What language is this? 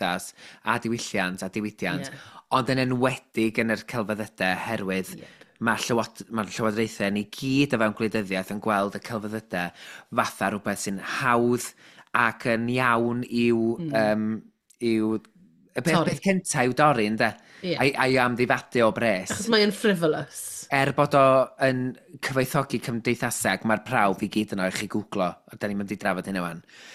Welsh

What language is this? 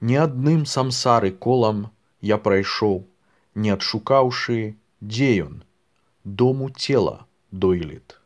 Belarusian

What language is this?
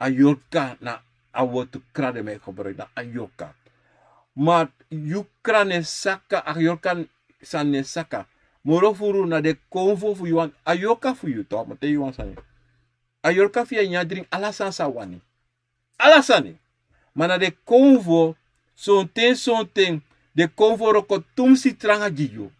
Sranan Tongo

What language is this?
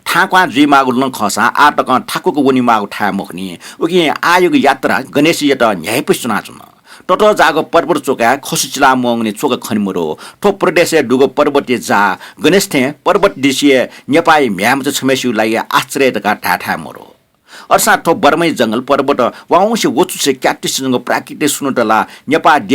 Newari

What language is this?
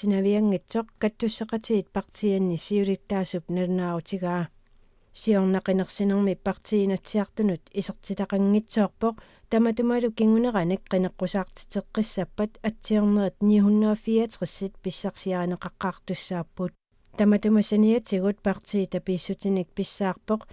Kalaallisut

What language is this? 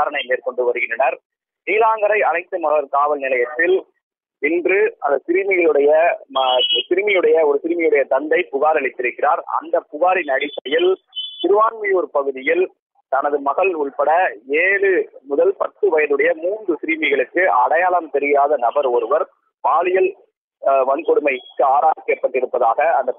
Tamil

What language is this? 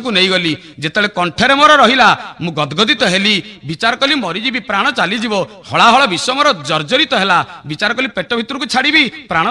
Odia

